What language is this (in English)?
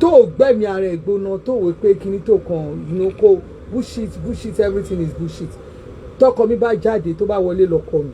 Yoruba